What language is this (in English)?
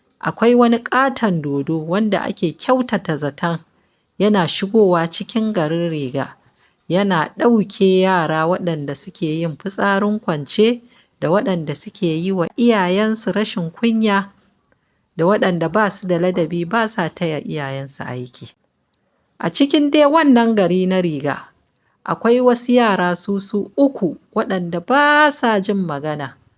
Hausa